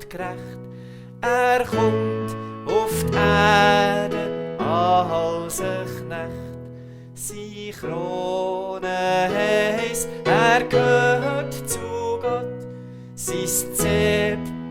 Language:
Swiss German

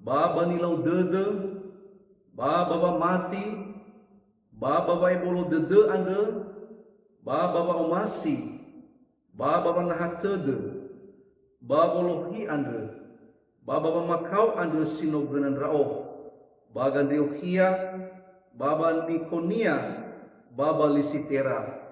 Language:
Nias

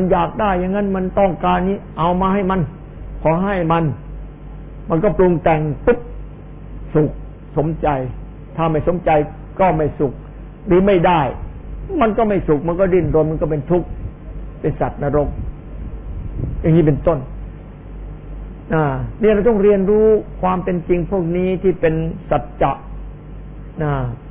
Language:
Thai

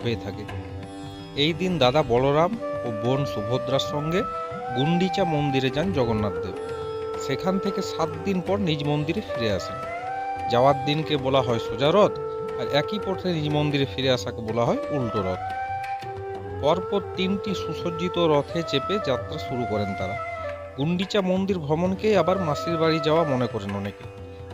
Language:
Bangla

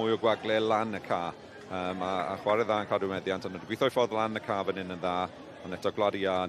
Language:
Welsh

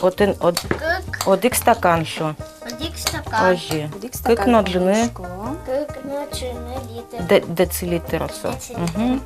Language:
Udmurt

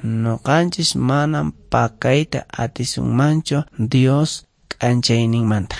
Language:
Quechua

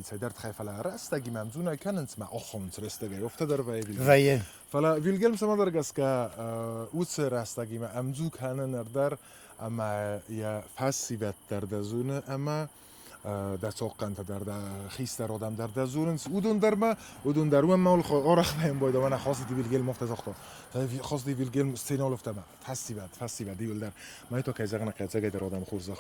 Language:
Ossetic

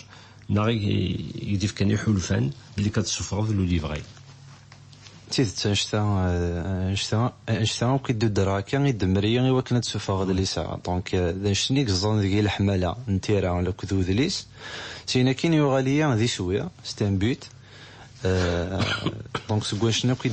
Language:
Kabyle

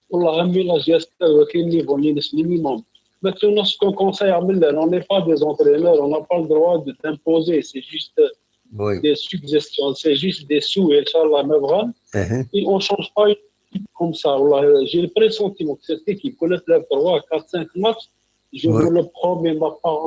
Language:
Kabyle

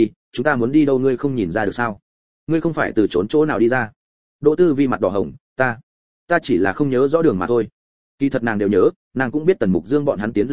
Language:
Vietnamese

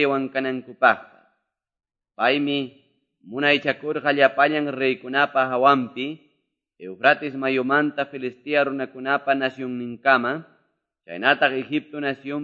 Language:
Quechua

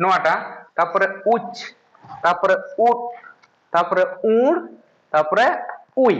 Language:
Santali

